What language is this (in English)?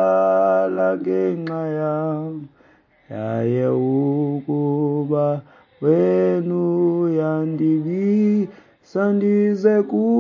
Xhosa